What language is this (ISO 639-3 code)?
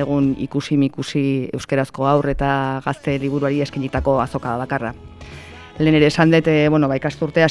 eus